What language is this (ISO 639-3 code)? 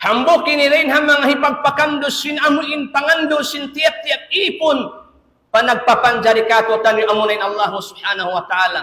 tsg